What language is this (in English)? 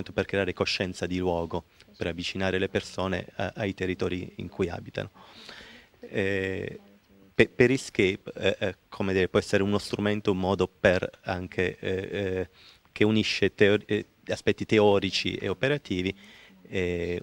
Italian